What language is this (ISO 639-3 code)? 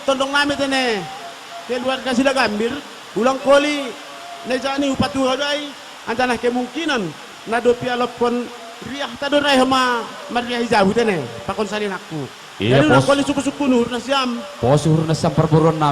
bts